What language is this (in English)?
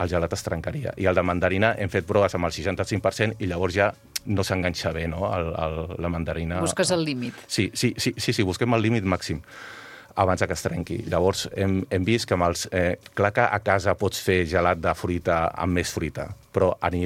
Catalan